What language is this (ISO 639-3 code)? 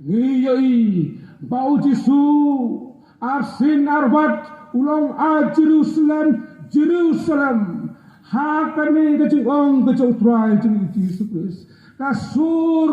kha